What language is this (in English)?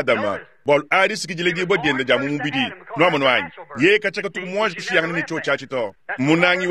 Luba-Lulua